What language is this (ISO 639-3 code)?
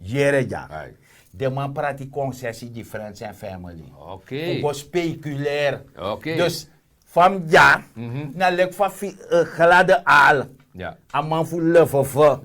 srn